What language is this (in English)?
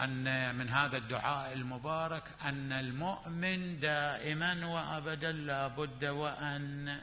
Mesopotamian Arabic